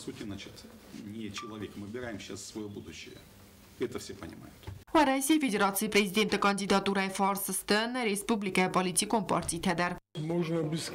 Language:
Ossetic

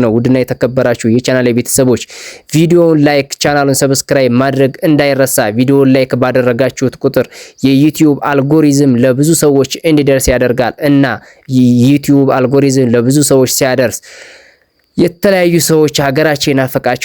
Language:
Amharic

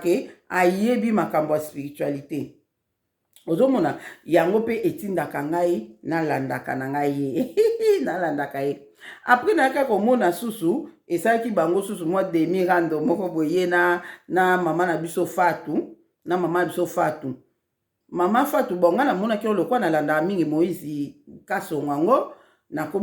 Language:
Lingala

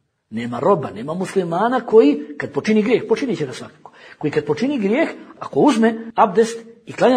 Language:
Bosnian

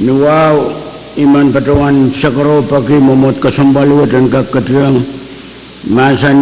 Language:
Pohnpeian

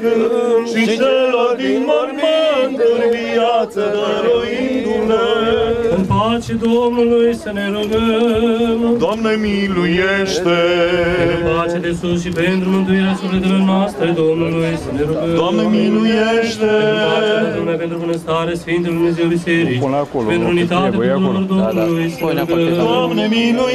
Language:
Romanian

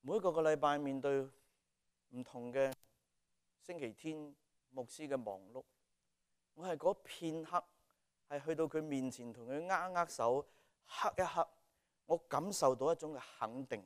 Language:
Cantonese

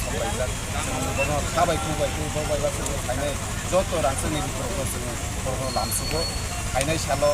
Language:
Kok Borok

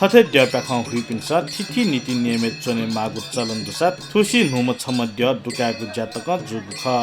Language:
Newari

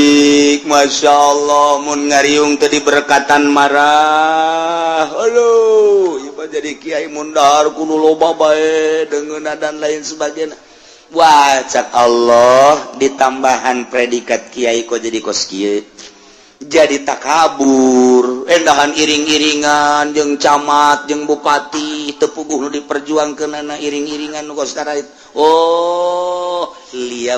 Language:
Sundanese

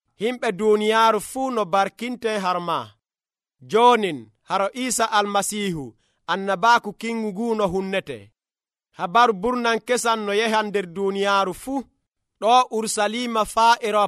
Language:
Nigerian Fulfulde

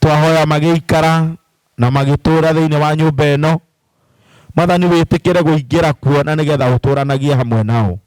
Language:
Kikuyu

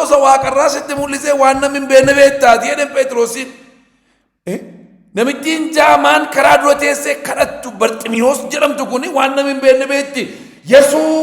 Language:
Oromo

